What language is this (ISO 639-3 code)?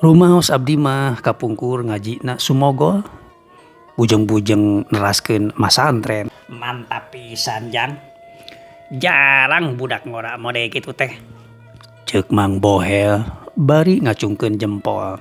sun